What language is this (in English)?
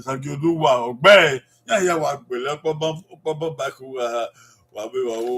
Bini